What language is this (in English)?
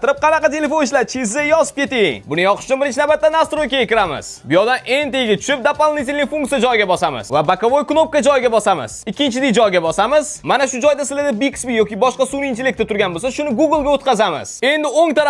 Uzbek